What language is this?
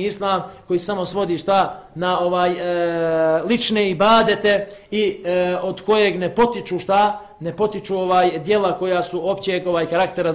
Bosnian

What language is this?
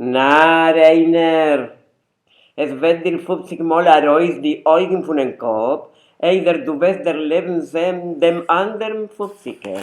Yiddish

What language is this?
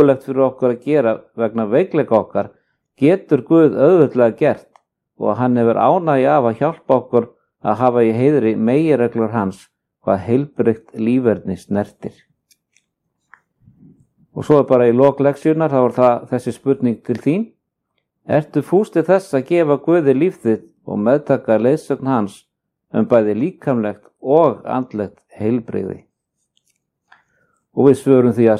Icelandic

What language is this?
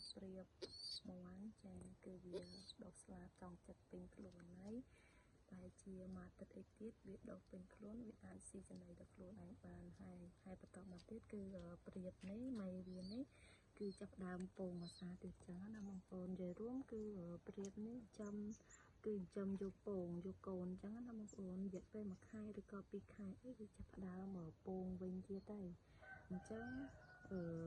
Khmer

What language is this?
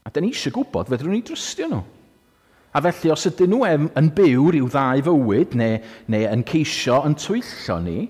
Welsh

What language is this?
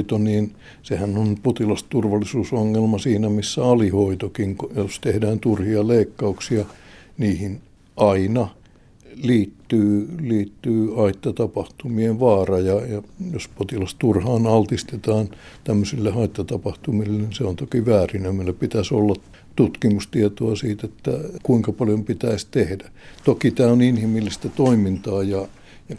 Finnish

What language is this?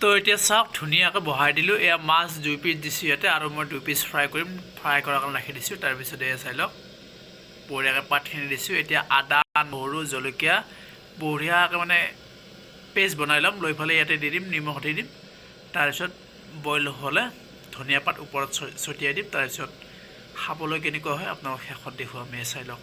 Assamese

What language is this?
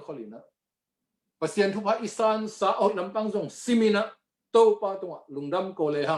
Tedim Chin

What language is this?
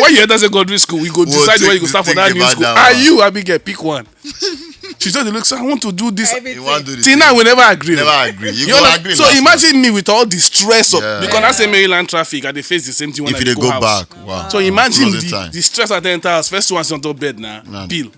Nigerian Pidgin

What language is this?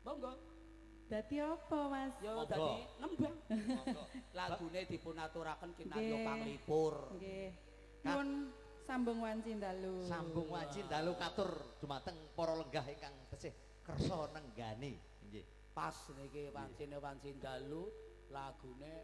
Javanese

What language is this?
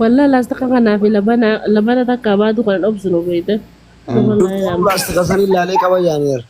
Oromo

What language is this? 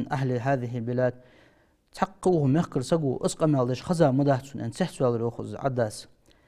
Ingush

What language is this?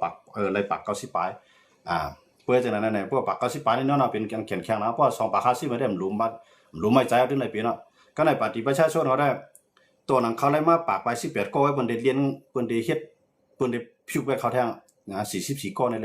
Shan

